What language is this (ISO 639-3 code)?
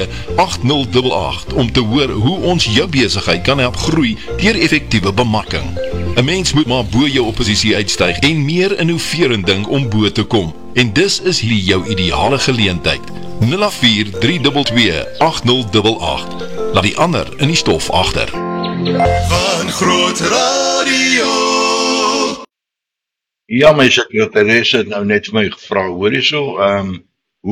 afr